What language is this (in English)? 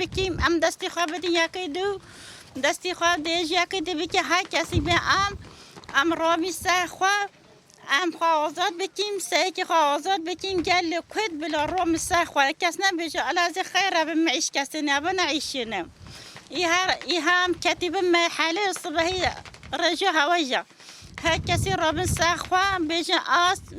Kurdish